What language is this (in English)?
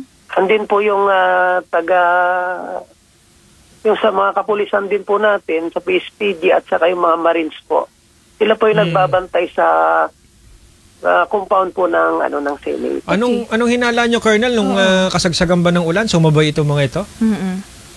Filipino